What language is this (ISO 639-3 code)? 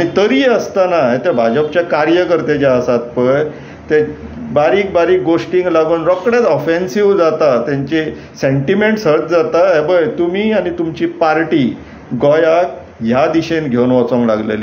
kok